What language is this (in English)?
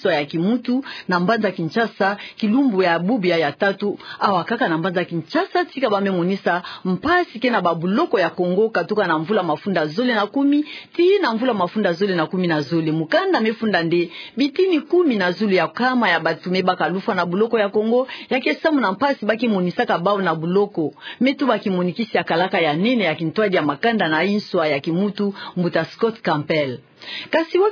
Kituba (Democratic Republic of Congo)